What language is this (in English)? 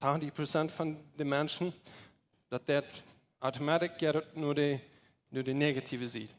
Plautdietsch